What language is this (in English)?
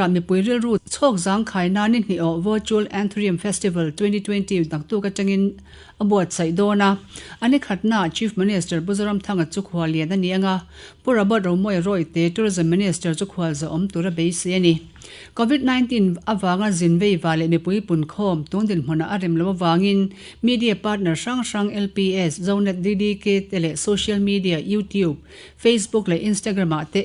Mizo